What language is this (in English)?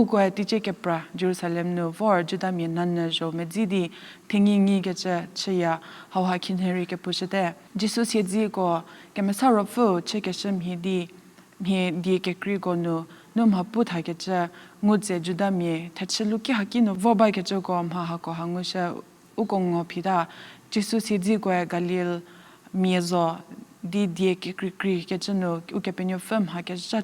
Angami Naga